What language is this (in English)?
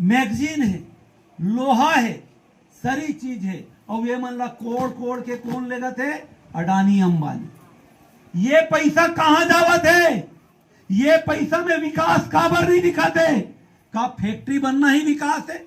Chhattisgarhi